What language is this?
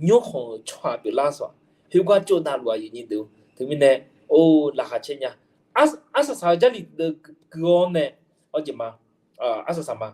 Akha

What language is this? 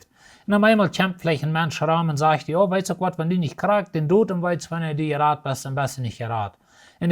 Plautdietsch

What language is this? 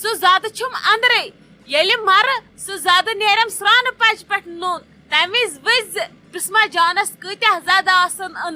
Kashmiri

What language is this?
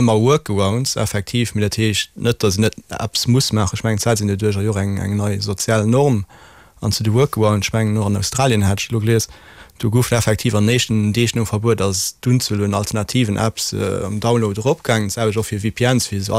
Luxembourgish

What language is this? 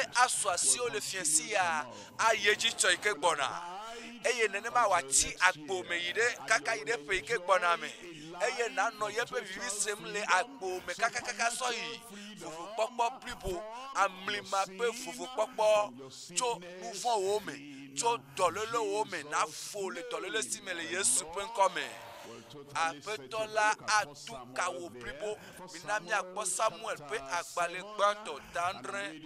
Ewe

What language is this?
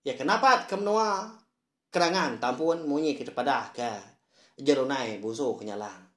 Iban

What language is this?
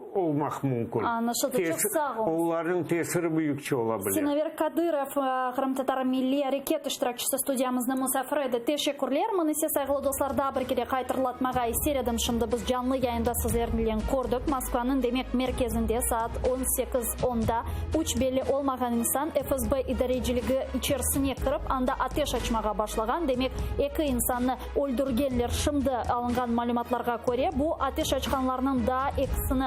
Crimean Tatar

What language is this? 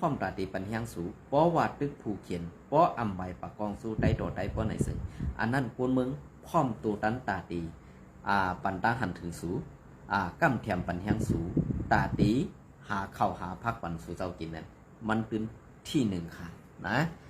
Shan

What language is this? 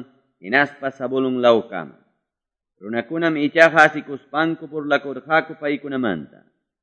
Quechua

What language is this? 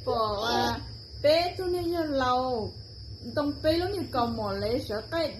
Hmong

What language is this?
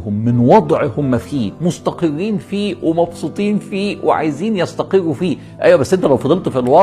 Egyptian Arabic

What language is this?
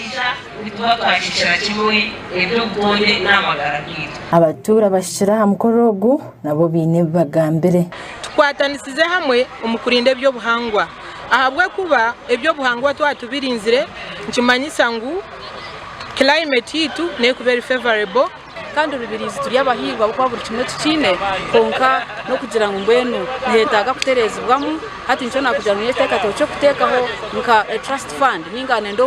Nyankole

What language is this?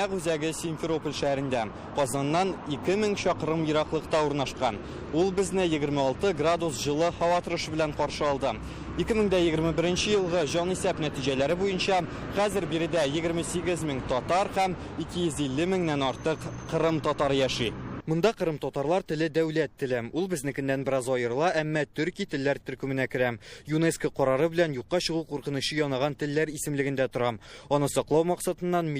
Tatar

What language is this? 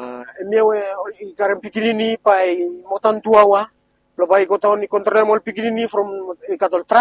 Bislama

